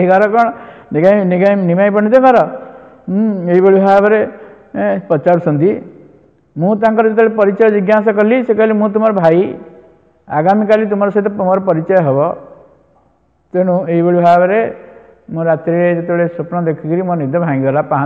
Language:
Odia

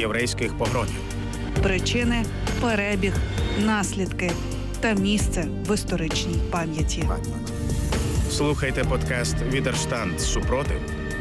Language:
Ukrainian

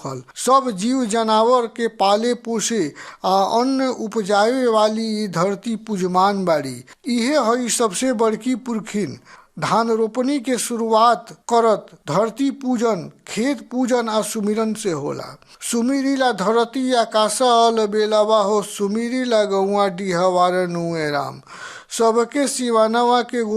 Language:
Bhojpuri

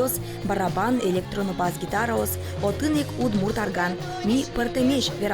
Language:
Udmurt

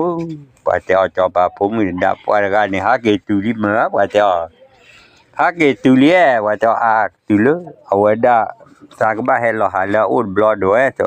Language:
S'gaw Karen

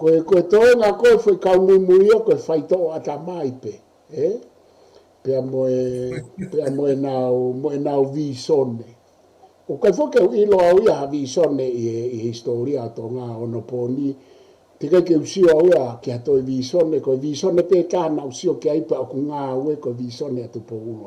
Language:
Tongan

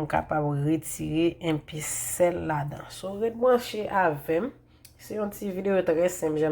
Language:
Haitian Creole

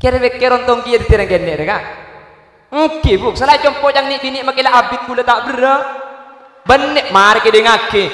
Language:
Madurese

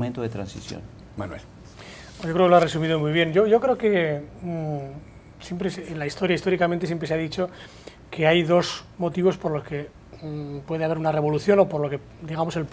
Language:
Spanish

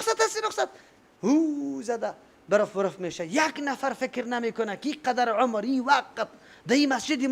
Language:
Persian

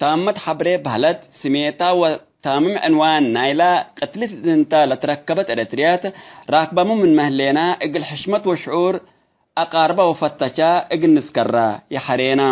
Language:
Tigre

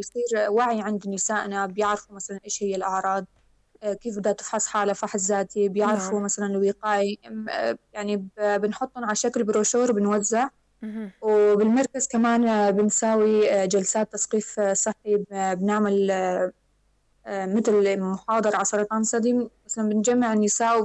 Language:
North Levantine Arabic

